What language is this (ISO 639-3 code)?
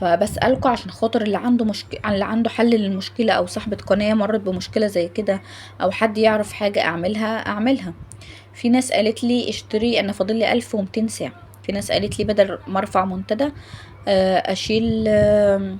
arz